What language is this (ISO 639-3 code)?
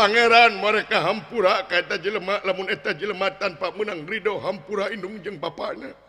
sun